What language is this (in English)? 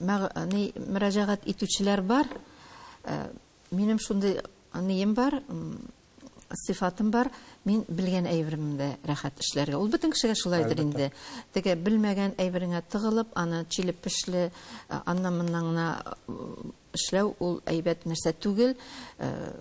Tatar